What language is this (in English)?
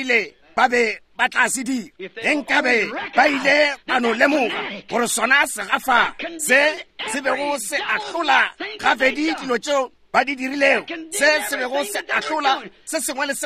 Northern Sotho